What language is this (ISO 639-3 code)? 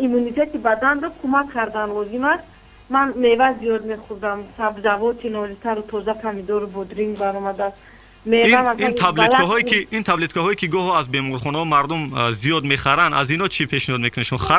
tgk